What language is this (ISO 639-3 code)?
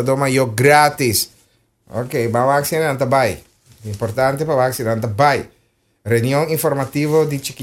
pap